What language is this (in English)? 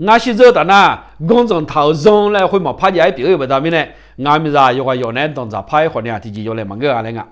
Akha